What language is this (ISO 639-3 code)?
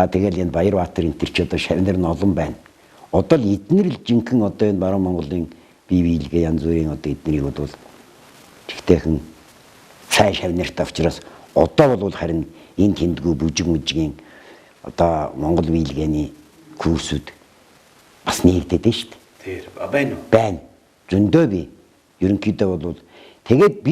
mon